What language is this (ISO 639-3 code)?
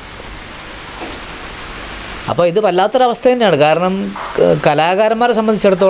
mal